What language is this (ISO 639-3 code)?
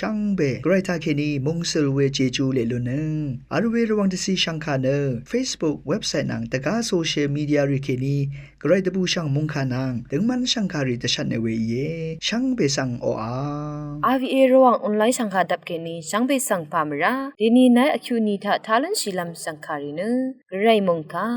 raw